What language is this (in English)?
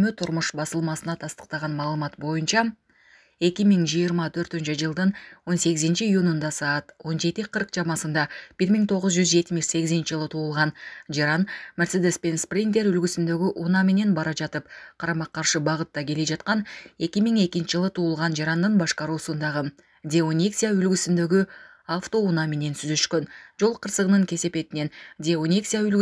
Kyrgyz